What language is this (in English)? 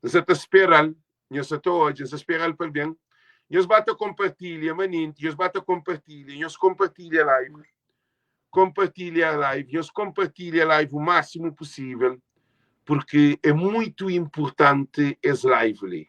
Kabuverdianu